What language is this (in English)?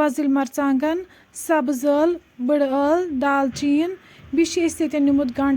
Kashmiri